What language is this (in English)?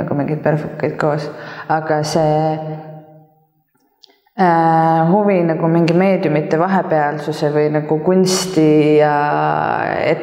Estonian